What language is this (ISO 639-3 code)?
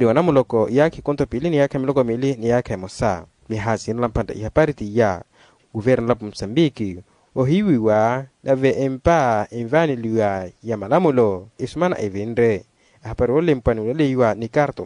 vmw